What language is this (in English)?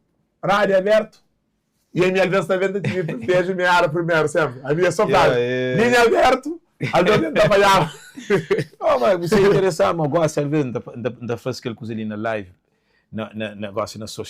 Kabuverdianu